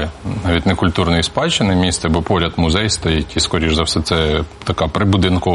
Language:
Ukrainian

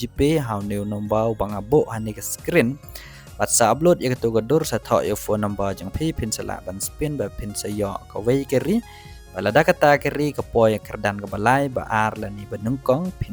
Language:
Khasi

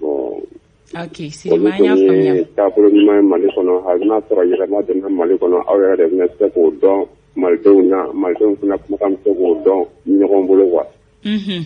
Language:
Bambara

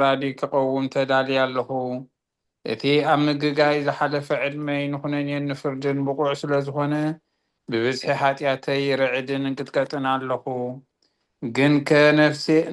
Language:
Tigrinya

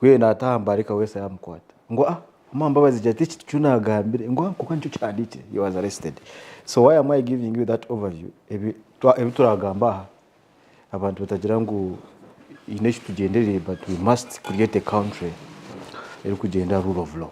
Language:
Nyankole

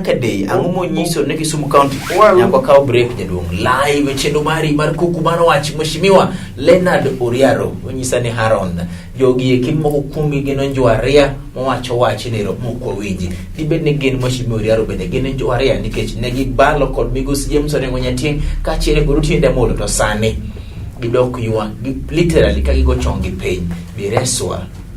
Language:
Luo (Kenya and Tanzania)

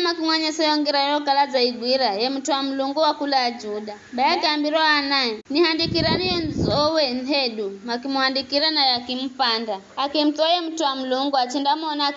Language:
Giryama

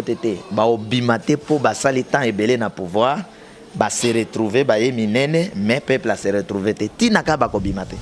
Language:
Lingala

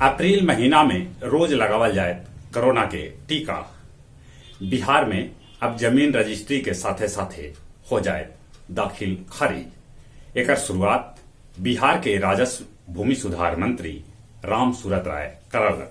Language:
Magahi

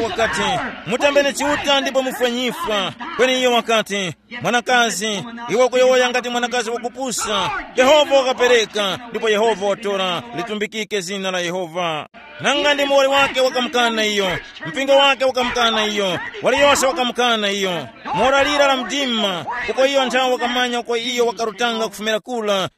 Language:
Tumbuka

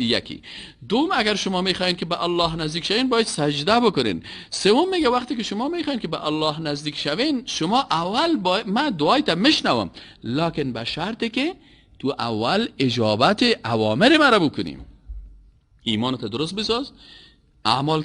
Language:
Persian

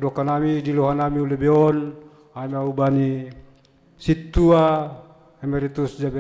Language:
Batak Simalungun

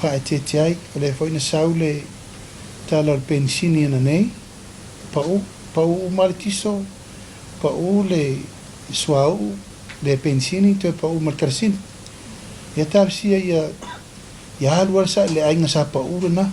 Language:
Samoan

